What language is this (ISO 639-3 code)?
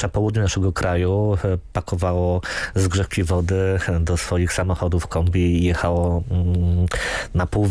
pol